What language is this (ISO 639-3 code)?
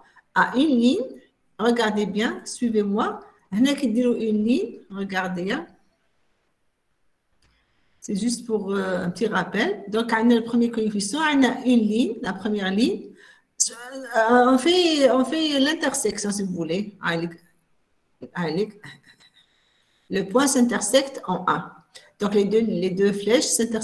fra